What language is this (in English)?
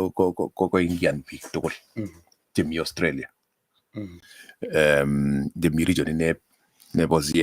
Kalenjin